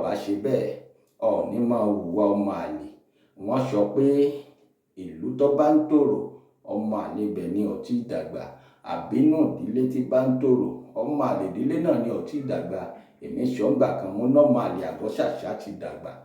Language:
Yoruba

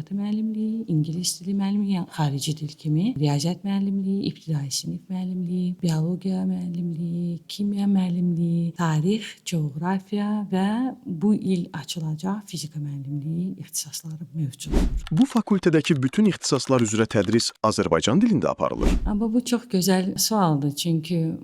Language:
Azerbaijani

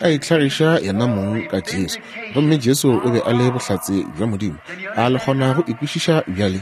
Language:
Northern Sotho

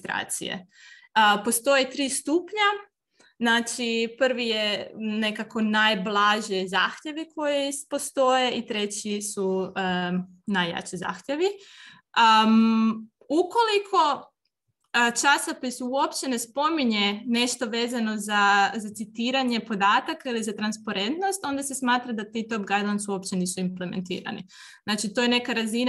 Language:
Croatian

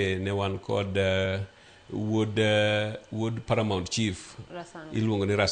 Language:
Luo (Kenya and Tanzania)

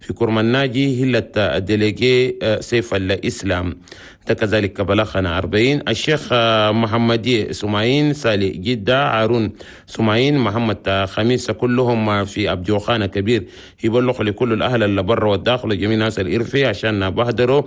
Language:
Chadian Arabic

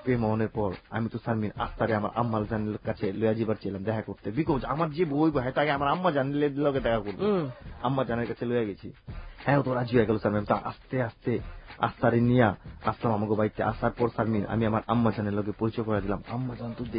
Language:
Bangla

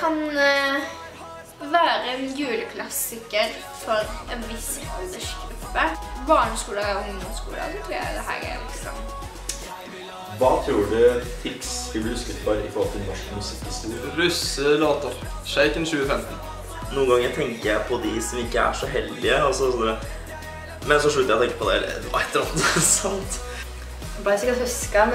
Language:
Norwegian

